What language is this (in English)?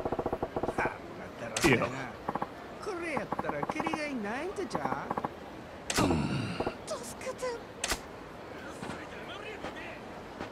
Japanese